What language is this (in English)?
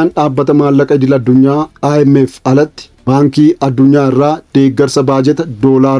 Oromo